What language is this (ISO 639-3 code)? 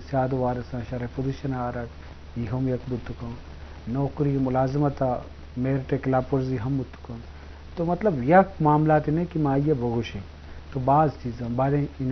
bgp